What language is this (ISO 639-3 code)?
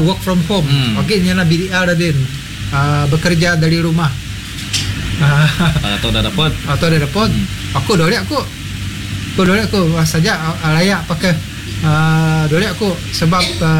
msa